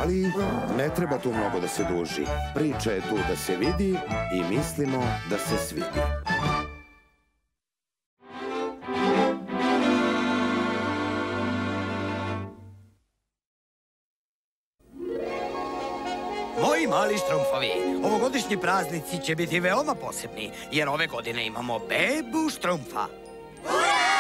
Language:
Serbian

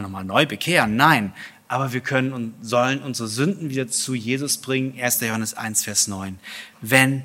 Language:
German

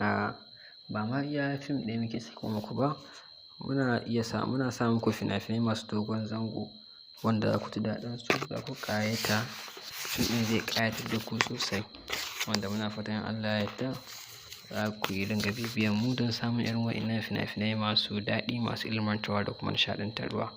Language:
Hausa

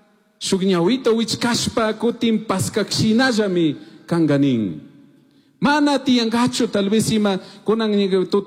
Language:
Chimborazo Highland Quichua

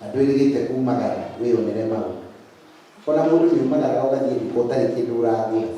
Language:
Kikuyu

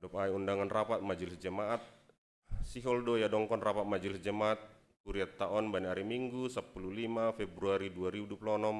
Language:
Batak Simalungun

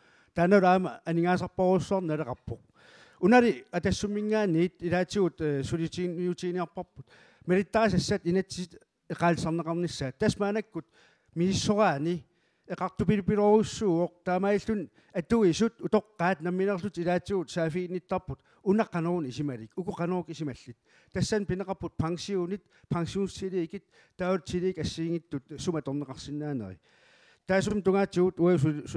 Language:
Kalaallisut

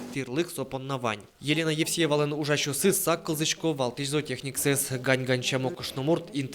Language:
Udmurt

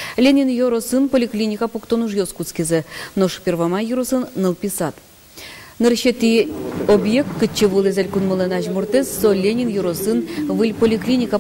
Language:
Udmurt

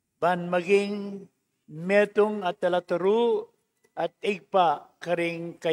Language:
Pampanga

